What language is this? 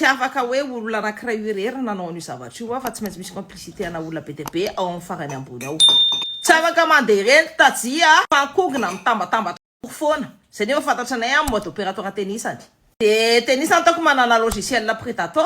Malagasy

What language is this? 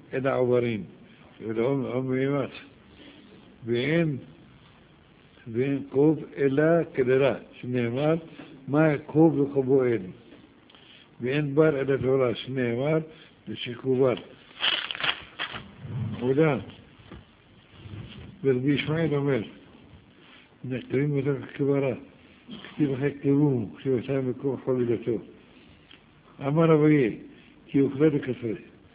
Hebrew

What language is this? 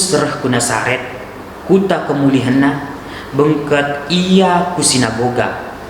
Batak Karo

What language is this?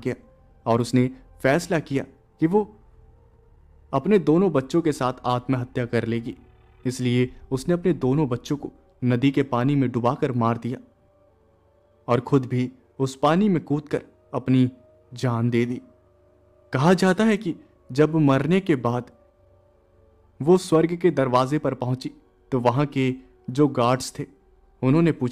Hindi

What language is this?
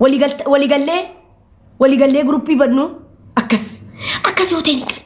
Oromo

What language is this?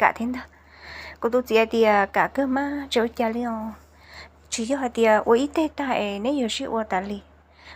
Hmong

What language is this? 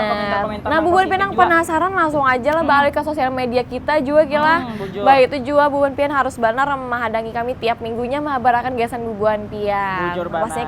Banjar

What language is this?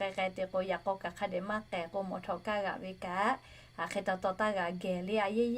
Lahu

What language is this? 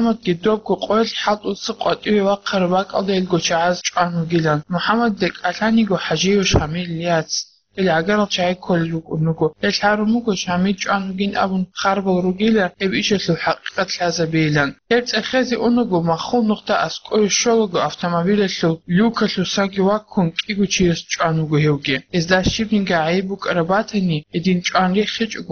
Avaric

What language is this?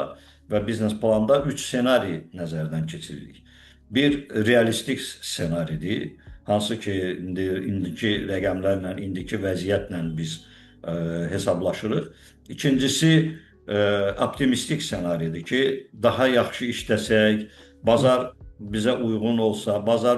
Azerbaijani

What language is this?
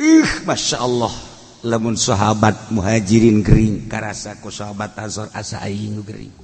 Sundanese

